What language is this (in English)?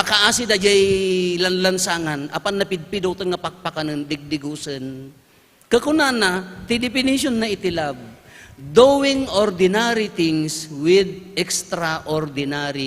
Iloko